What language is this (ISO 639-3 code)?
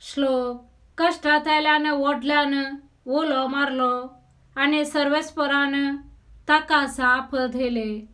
kok